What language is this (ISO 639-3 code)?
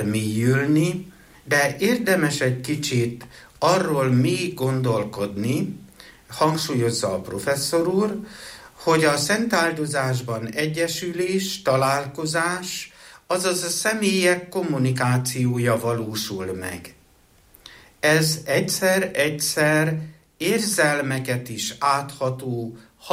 hun